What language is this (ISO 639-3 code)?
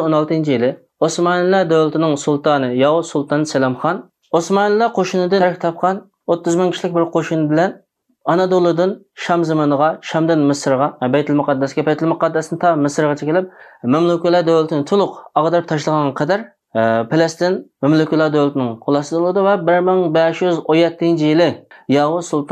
uig